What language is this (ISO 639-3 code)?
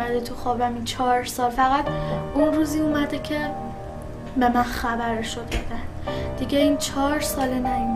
fas